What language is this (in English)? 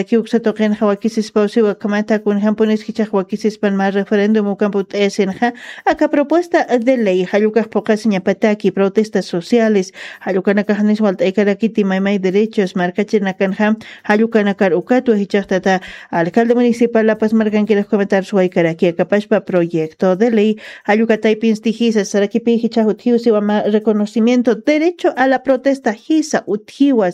Aymara